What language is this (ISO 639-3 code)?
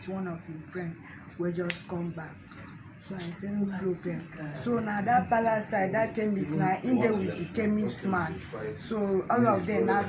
pcm